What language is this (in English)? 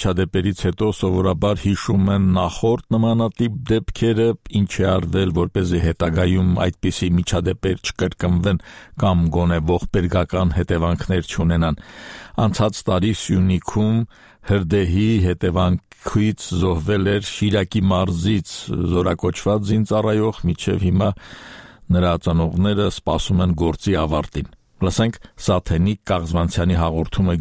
Armenian